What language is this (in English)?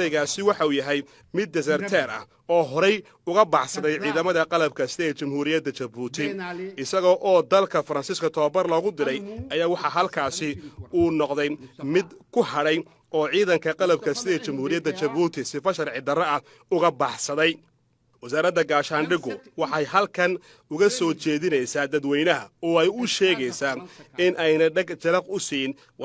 Somali